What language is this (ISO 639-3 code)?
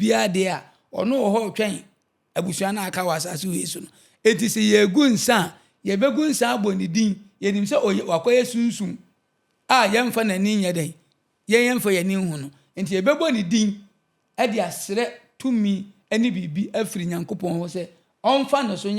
aka